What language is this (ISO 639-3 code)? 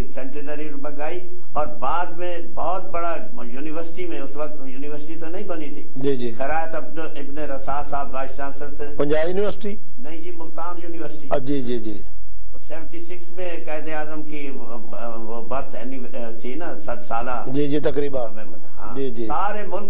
urd